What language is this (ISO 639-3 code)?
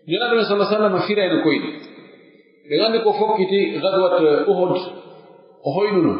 fuf